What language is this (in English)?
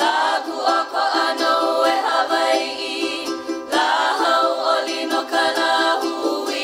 Hawaiian